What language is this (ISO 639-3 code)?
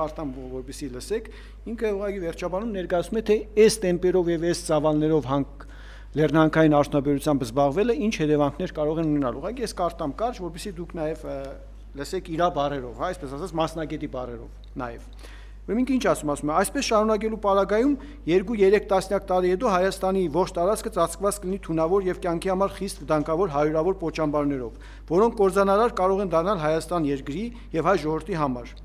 hye